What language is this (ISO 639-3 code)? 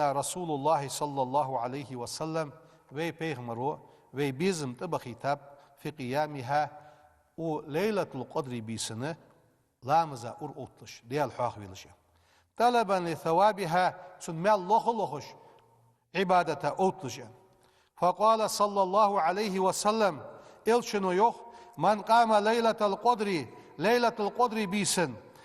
inh